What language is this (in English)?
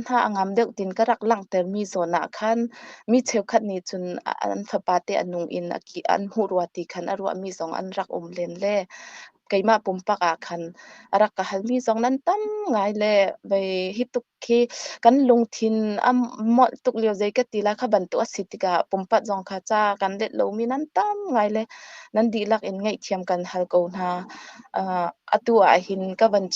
Hakha Chin